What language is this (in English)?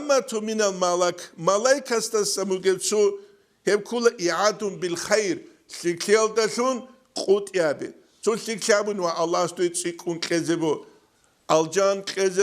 Avaric